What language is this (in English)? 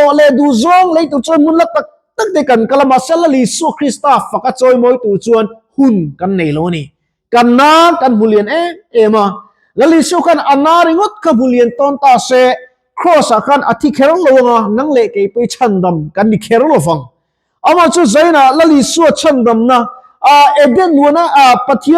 Mizo